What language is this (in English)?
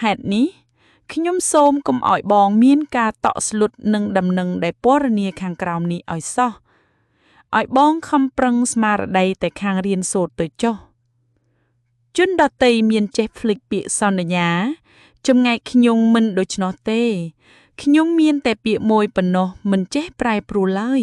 Khmer